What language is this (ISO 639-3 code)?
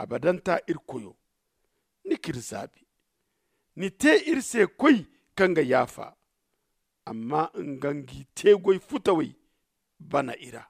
dje